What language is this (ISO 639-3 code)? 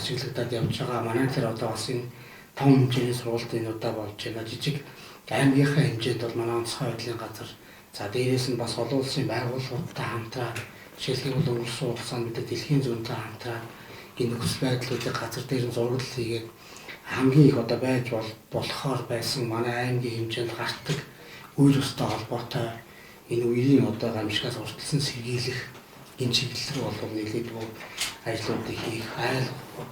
mon